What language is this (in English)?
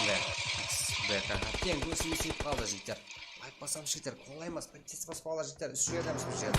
Kara-Kalpak